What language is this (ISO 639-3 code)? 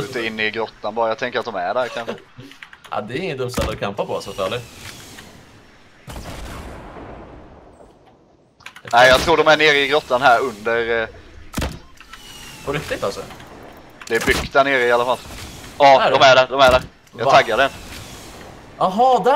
swe